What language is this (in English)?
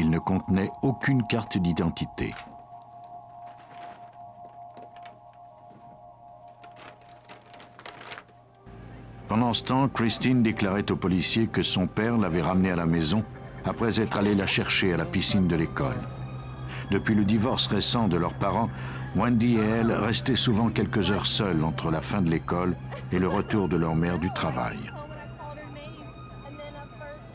French